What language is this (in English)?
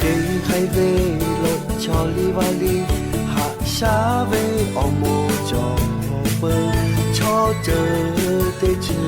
Lahu